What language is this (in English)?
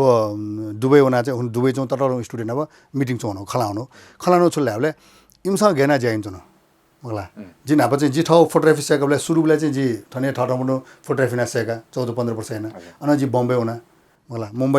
Newari